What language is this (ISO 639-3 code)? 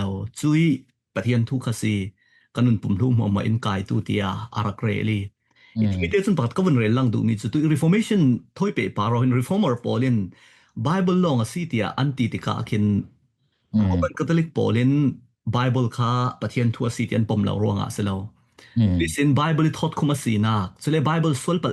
cfm